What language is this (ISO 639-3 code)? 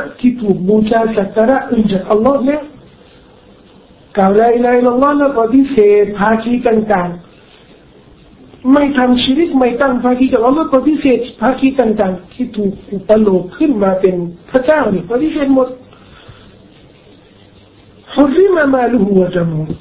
tha